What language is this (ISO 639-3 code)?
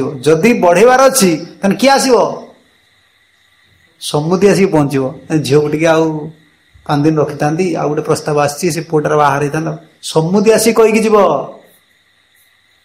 ori